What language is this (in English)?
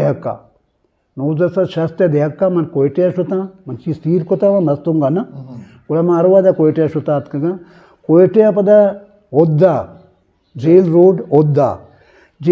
Eastern Balochi